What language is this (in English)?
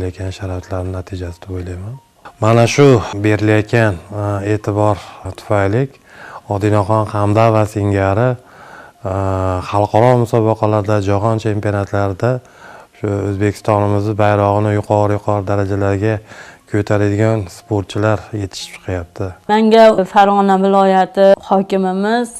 Uzbek